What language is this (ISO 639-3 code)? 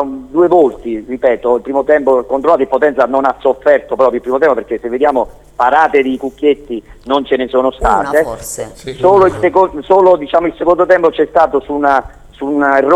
ita